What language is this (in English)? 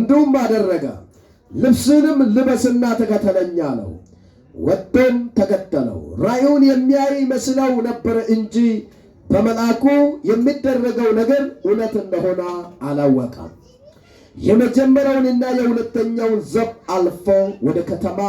Amharic